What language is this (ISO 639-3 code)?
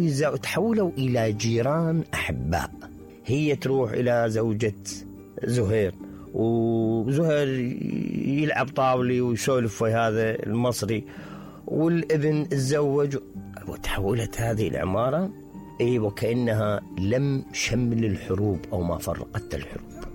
acm